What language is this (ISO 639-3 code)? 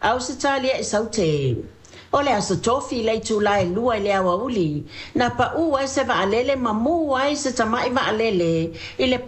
smo